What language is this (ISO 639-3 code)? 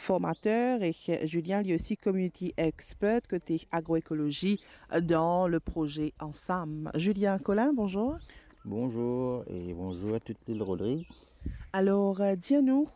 mfe